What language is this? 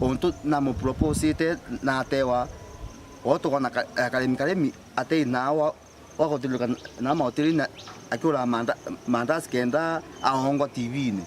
Meru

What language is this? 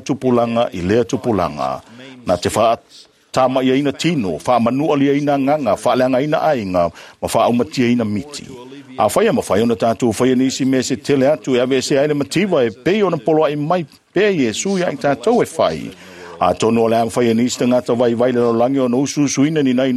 Samoan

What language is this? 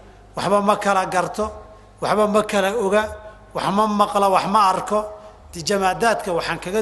Somali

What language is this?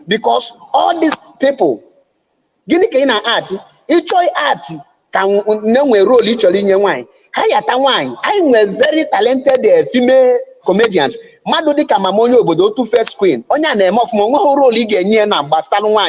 Igbo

